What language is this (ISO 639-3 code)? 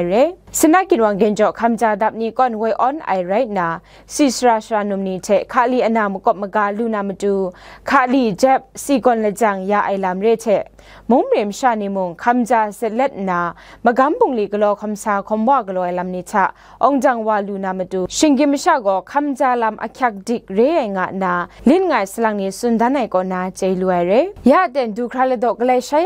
kac